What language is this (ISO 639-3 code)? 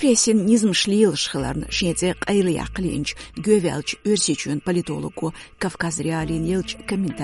che